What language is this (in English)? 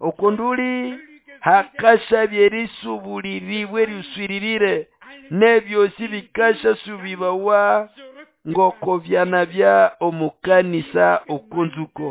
Nande